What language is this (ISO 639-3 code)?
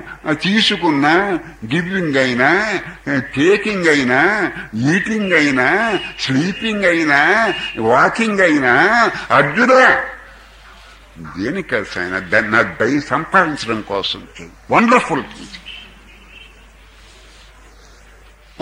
tel